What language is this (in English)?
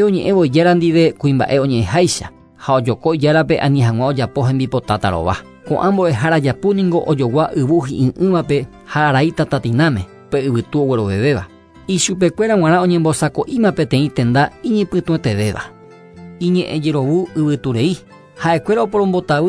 Guarani